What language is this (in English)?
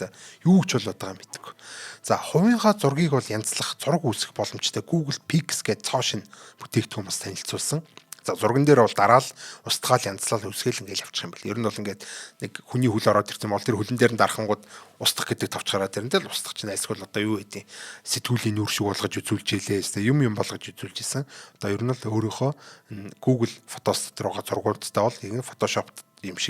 Mongolian